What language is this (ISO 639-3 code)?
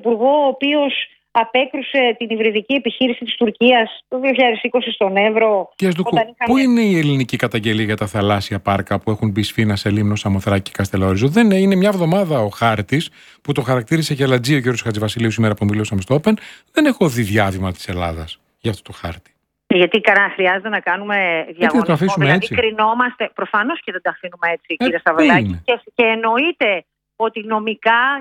ell